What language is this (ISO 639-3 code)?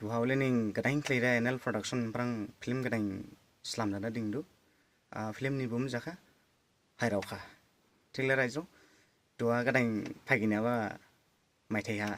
dis